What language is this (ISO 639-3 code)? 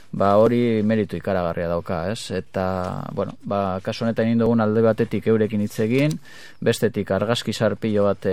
eus